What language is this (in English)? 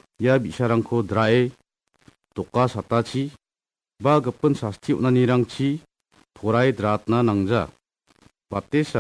Garo